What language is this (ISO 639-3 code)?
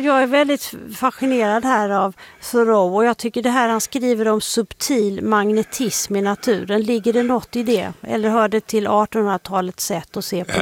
swe